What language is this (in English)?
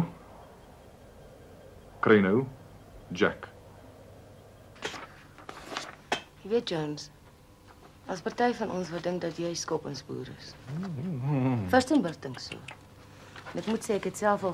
Afrikaans